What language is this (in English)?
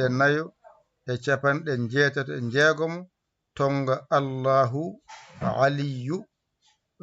Fula